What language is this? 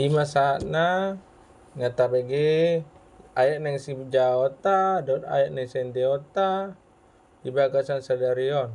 Batak Toba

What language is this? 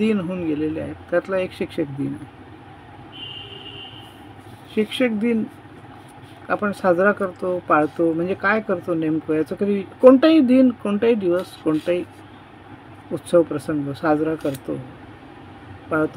Marathi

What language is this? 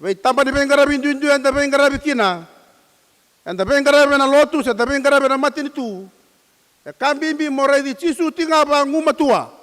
Fijian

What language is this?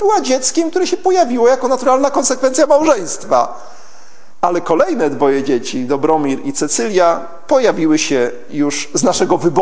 Polish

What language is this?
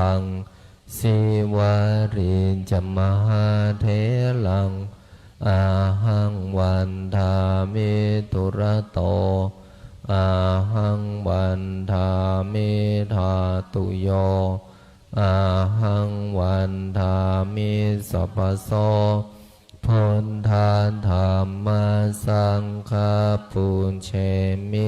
Pali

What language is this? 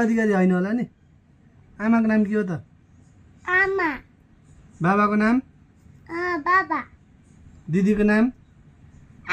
Nepali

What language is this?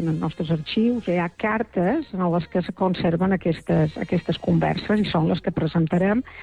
Catalan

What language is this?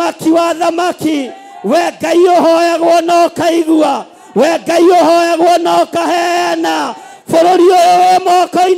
Kikuyu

